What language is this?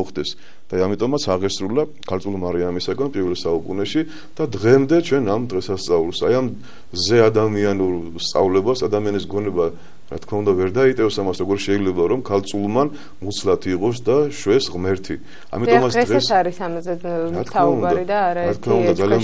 Georgian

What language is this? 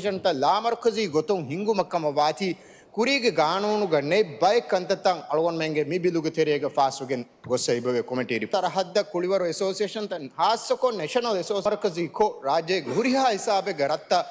Divehi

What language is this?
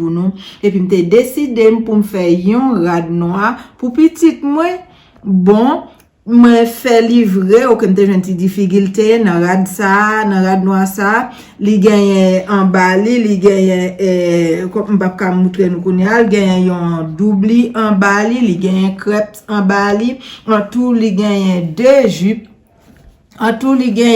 Haitian Creole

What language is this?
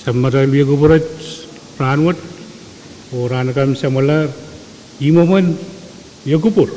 Pohnpeian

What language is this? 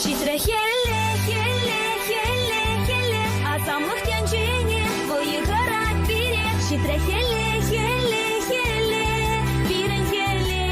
Chuvash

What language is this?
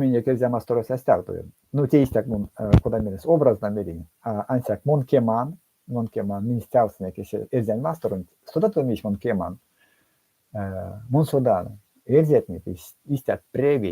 Erzya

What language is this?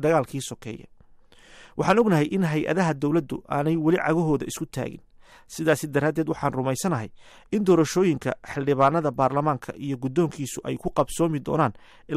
Somali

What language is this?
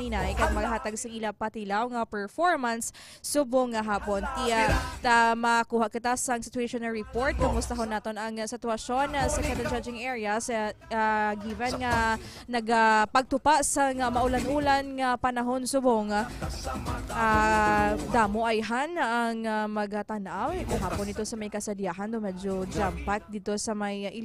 Hiligaynon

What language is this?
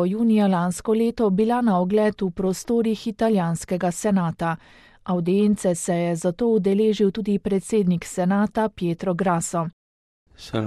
Slovenian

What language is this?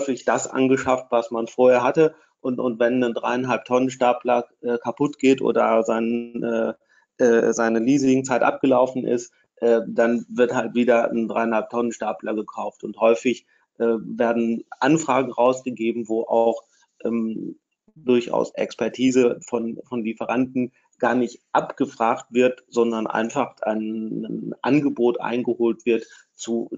German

